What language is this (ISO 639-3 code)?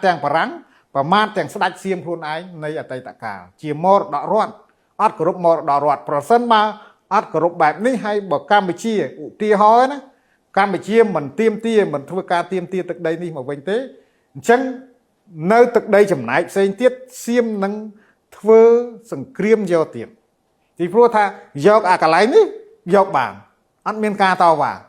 khm